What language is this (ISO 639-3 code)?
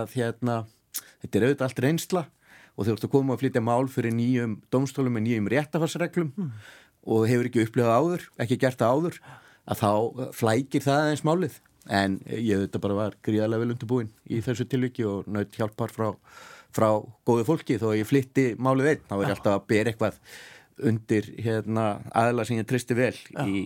isl